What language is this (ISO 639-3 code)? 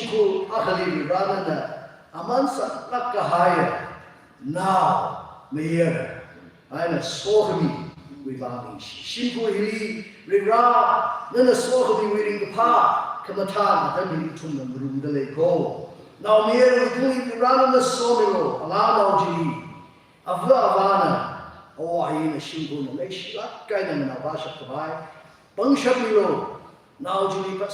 nmf